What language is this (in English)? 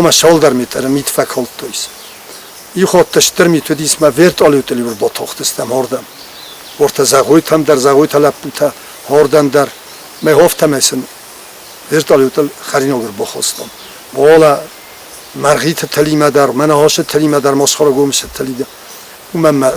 Ossetic